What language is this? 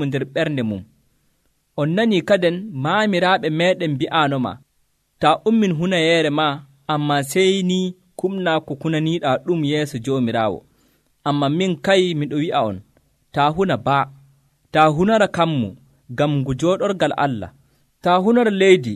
Nigerian Fulfulde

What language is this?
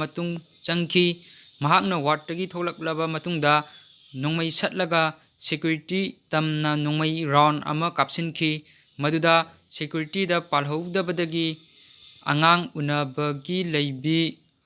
Manipuri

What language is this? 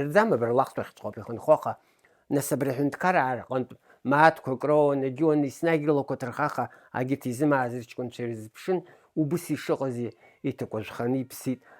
Abkhazian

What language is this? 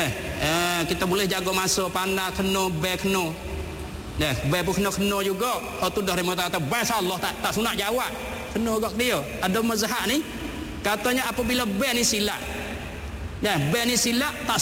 Malay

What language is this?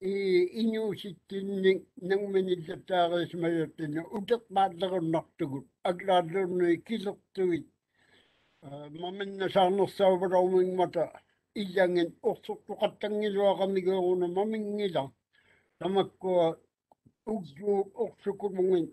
Māori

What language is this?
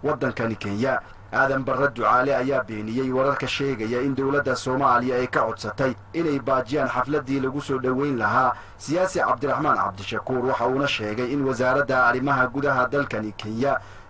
Somali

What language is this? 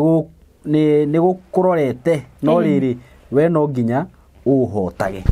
Kikuyu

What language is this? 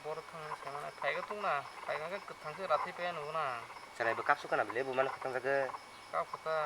Kok Borok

